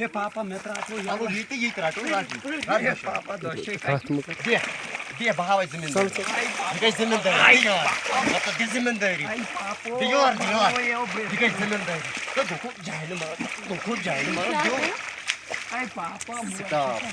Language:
Kashmiri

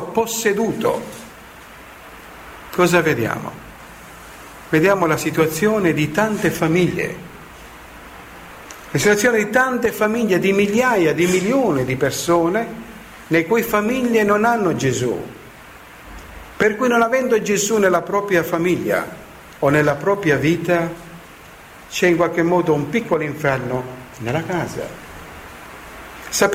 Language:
Italian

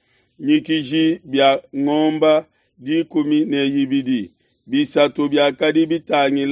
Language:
Luba-Lulua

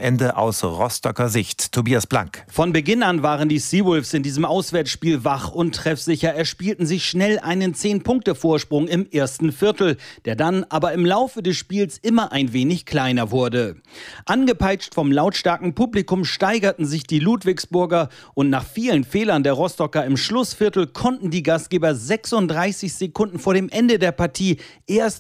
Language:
German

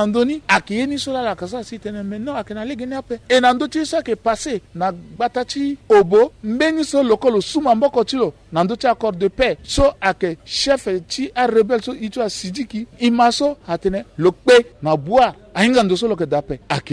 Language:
Sango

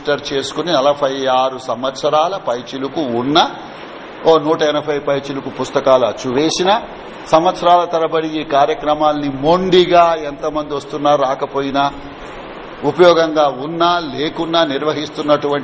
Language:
Telugu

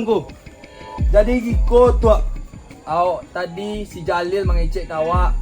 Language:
Minangkabau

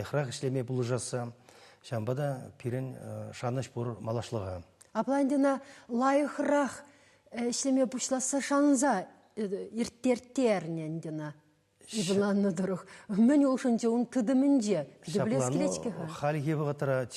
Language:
Chuvash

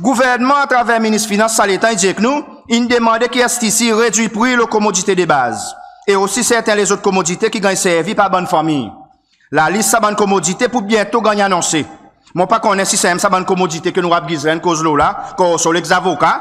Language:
Seselwa Creole French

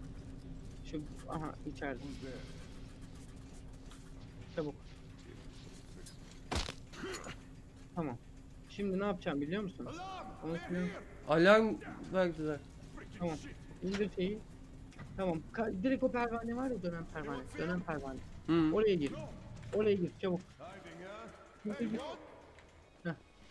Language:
Turkish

